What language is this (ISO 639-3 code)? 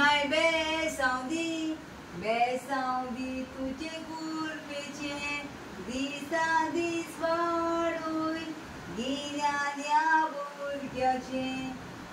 kok